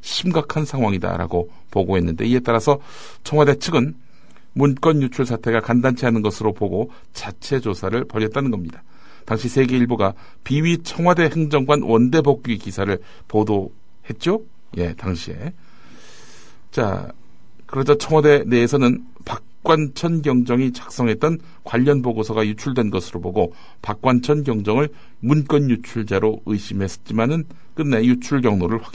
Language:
Korean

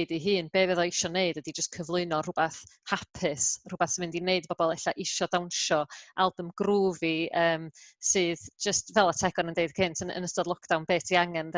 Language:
Welsh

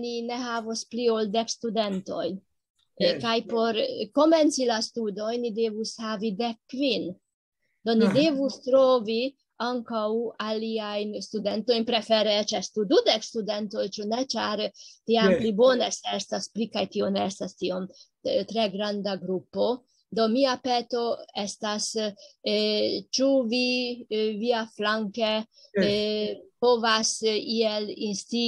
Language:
Esperanto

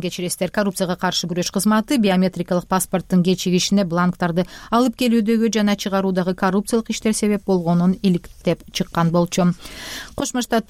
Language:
Kyrgyz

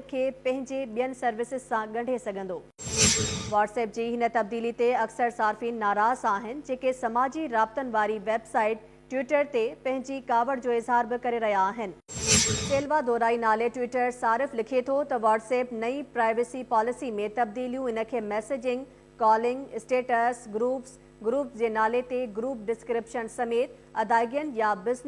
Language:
Sindhi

